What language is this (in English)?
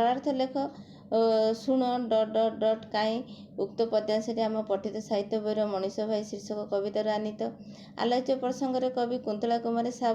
Odia